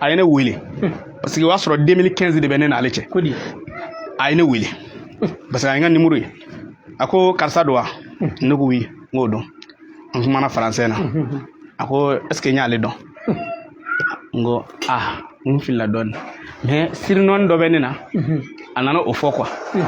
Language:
Bambara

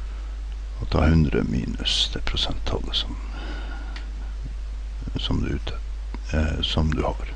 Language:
Norwegian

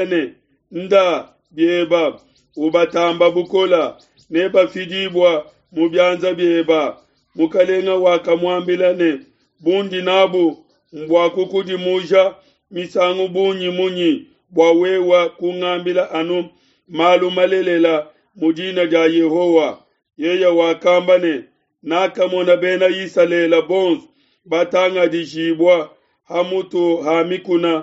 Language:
Luba-Lulua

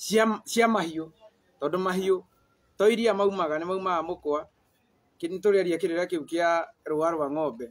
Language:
Kikuyu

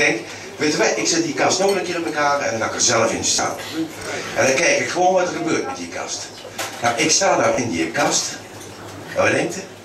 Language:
Dutch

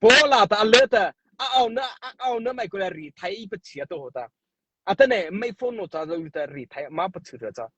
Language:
Mara Chin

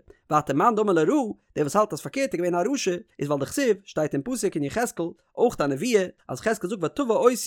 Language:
Yiddish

